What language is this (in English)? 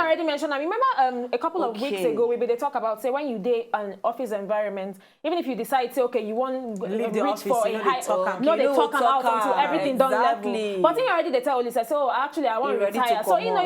Nigerian Pidgin